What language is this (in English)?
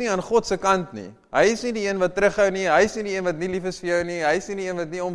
Afrikaans